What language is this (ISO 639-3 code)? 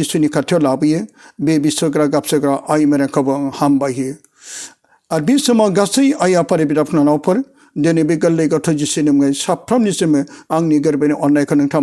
brx